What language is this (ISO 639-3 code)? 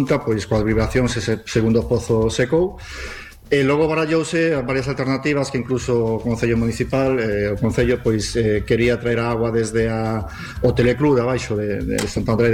glg